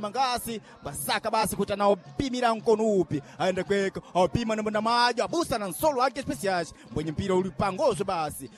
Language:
Sena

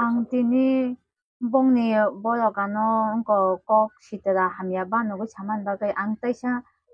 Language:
Kok Borok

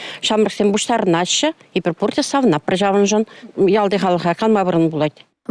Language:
Chuvash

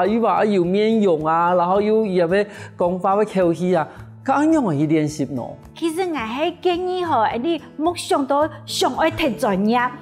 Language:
Hakka Chinese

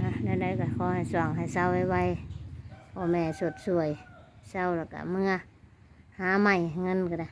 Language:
Northeastern Thai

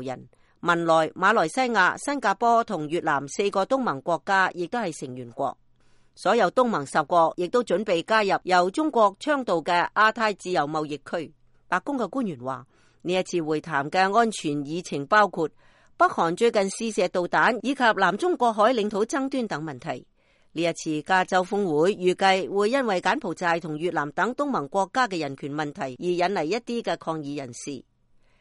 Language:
Cantonese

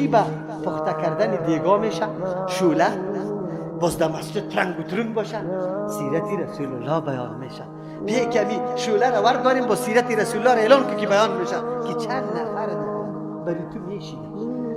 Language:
Persian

